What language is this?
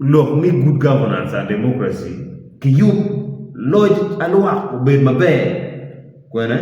Acoli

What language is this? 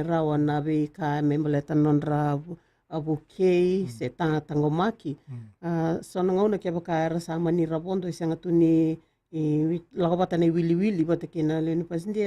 Fijian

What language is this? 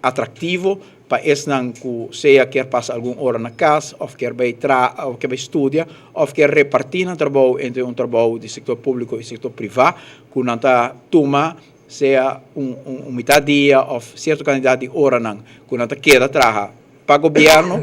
Papiamento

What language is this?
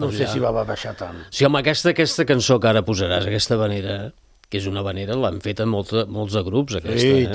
Catalan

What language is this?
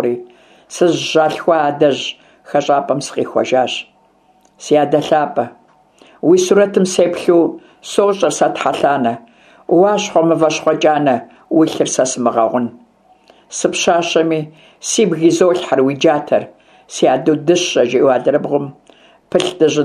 Kabardian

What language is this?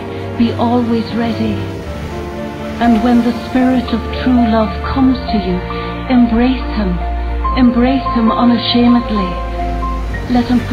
English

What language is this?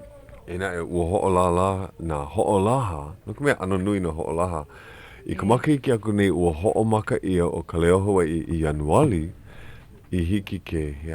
Hawaiian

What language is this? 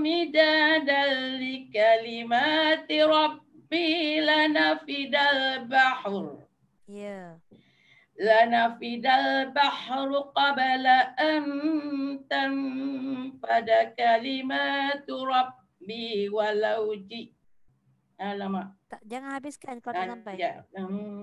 Malay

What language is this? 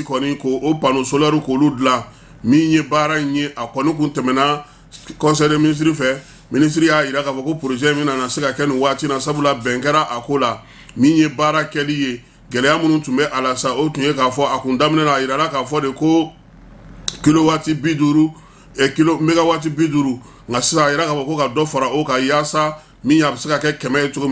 Bambara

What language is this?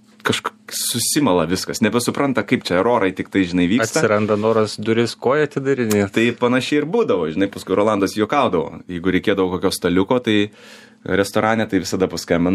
Lithuanian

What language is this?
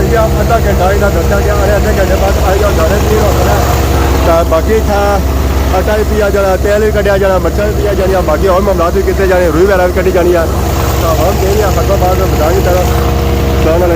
Pahari-Potwari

